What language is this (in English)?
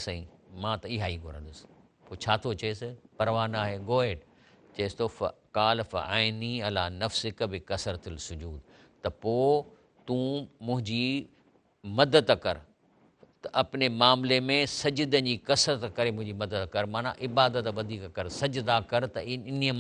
Sindhi